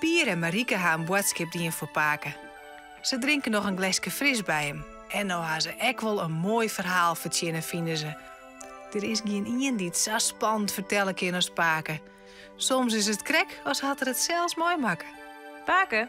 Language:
Western Frisian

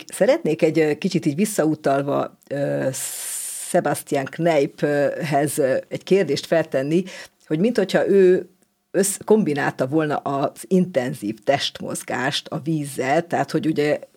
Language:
Hungarian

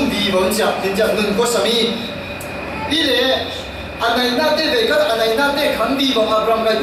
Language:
Falam Chin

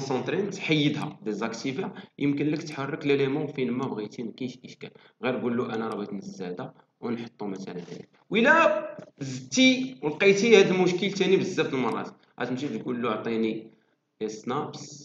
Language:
Moroccan Arabic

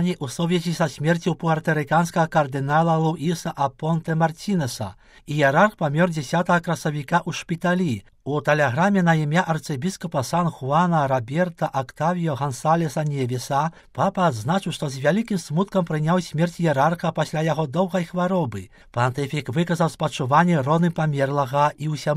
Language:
Belarusian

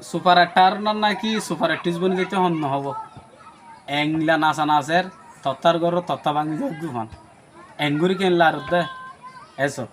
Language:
Rohingya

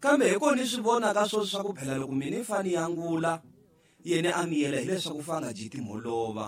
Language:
Tsonga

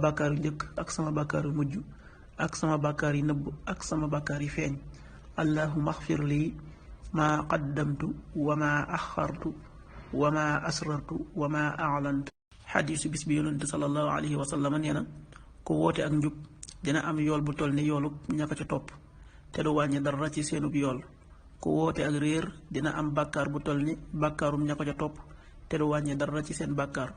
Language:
Wolof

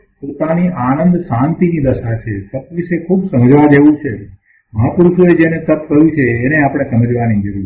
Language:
Gujarati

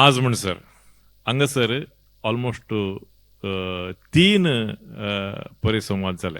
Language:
Konkani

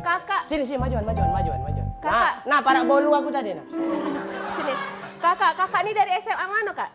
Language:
Musi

